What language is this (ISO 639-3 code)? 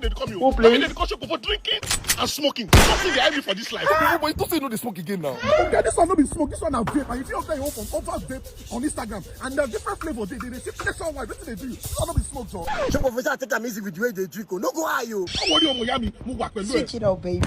pcm